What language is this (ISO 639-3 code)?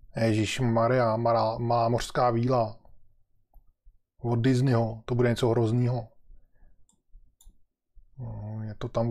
ces